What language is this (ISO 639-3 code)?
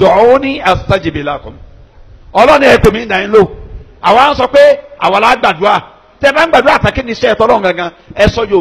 yor